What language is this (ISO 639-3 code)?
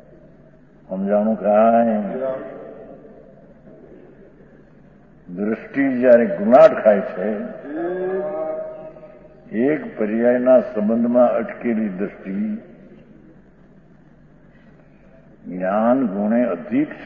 guj